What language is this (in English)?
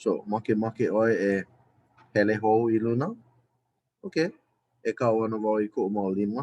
Hawaiian